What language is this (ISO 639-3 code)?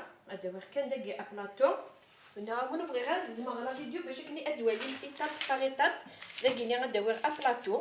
kab